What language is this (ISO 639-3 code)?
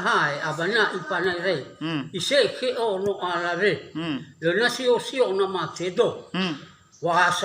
nia